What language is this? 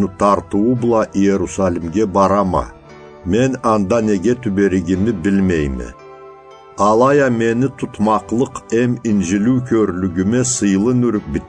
Karachay-Balkar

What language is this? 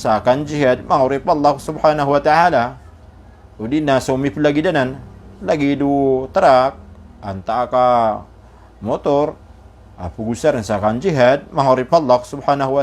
Maranao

